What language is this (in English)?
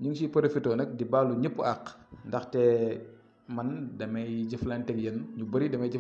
Wolof